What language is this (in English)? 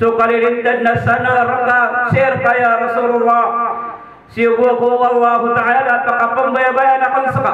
Maranao